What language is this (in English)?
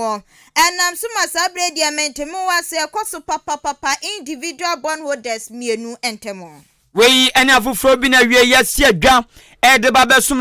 Akan